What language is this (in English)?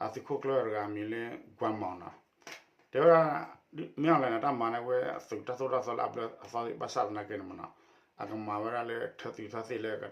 S'gaw Karen